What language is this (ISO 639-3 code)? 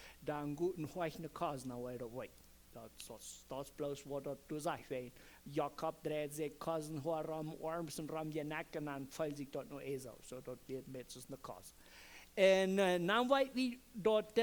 pdt